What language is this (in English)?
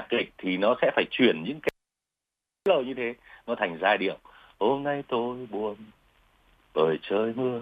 Vietnamese